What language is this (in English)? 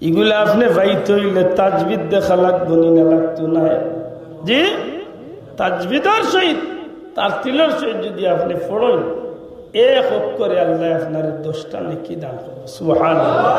Sylheti